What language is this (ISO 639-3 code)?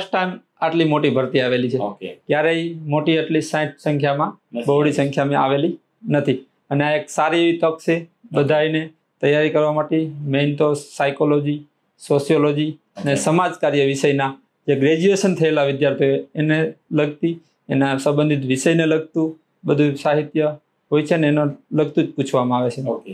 guj